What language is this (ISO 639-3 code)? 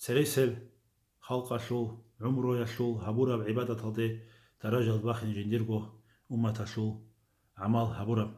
ava